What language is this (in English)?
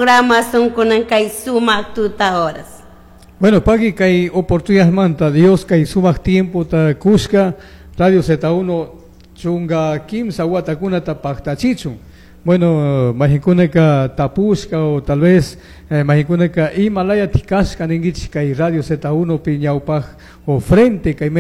Chimborazo Highland Quichua